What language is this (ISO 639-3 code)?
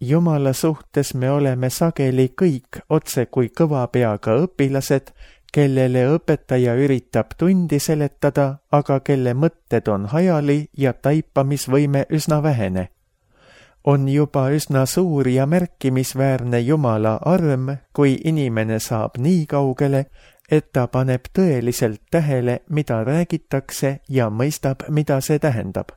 est